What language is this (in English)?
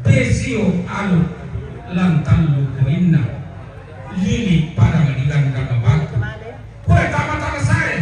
Toraja-Sa'dan